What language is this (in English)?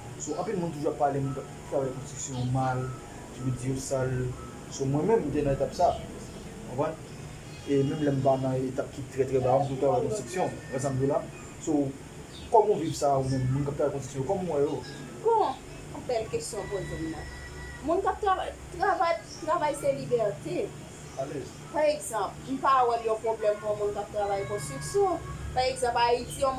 Haitian Creole